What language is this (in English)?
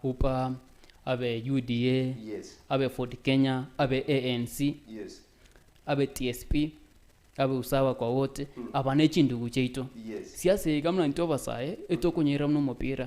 Gusii